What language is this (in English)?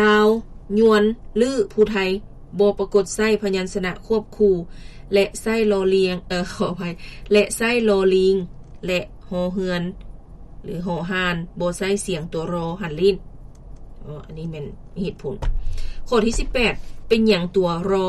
Lao